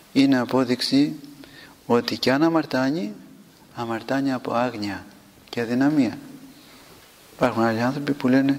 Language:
Greek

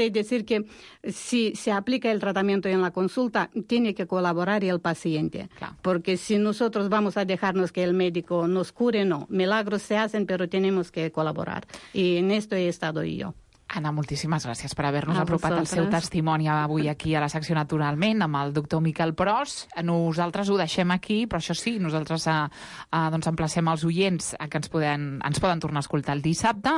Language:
Catalan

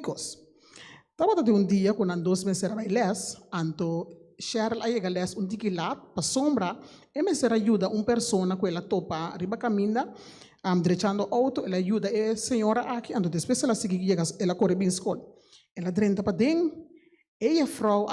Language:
Papiamento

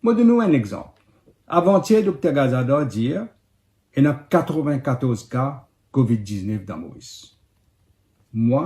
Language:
Morisyen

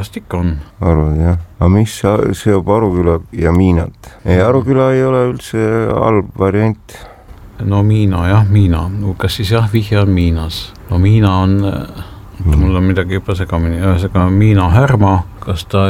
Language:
Estonian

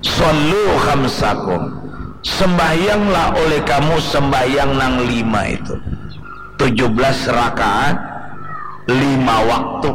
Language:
Banjar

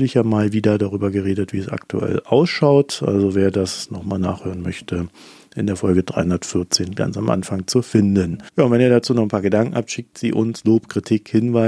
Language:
German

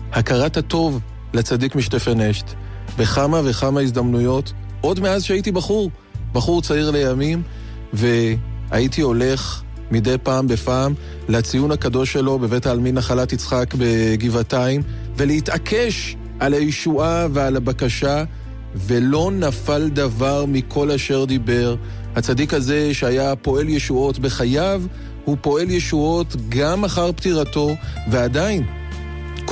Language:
Hebrew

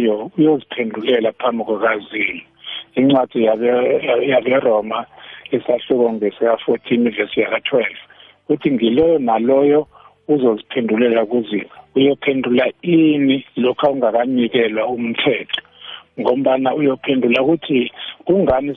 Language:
South Ndebele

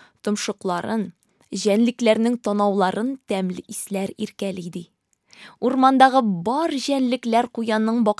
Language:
Tatar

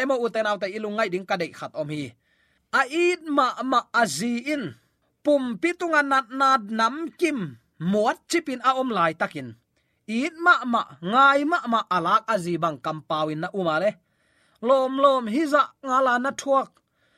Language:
Tedim Chin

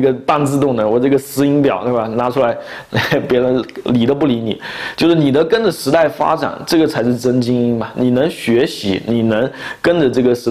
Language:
Chinese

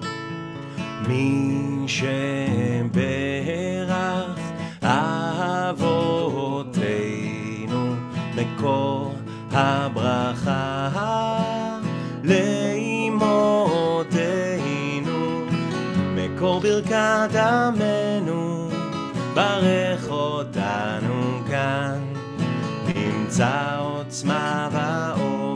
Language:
Hebrew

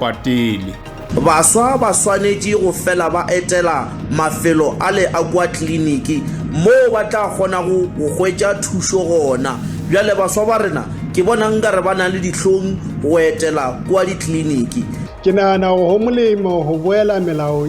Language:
Northern Sotho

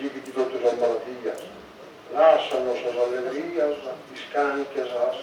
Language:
Sardinian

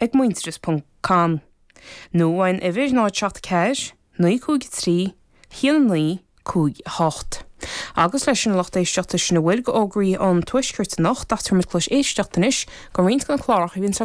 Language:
Irish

